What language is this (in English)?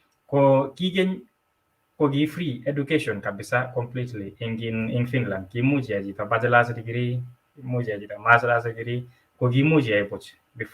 Kalenjin